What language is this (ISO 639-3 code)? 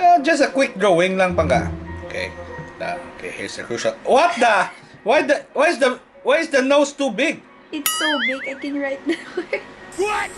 hil